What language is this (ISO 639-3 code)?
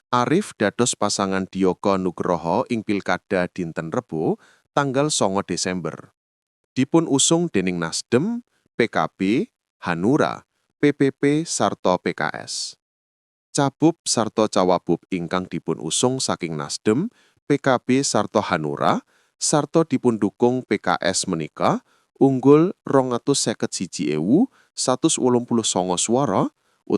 jav